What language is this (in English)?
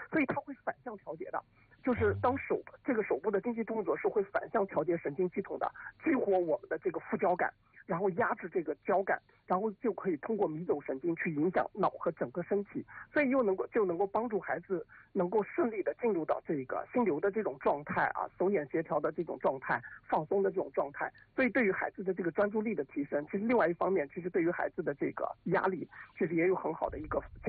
Chinese